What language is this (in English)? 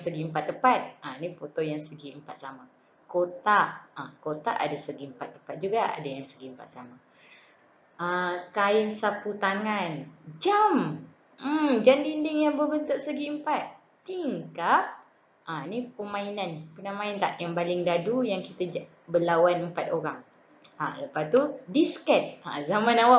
Malay